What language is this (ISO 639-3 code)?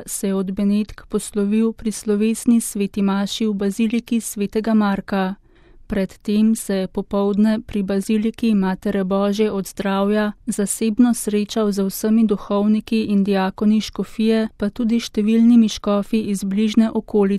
slv